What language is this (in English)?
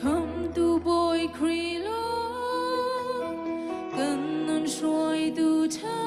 Hakha Chin